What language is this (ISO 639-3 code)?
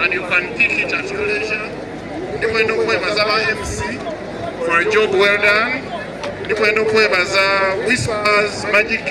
xog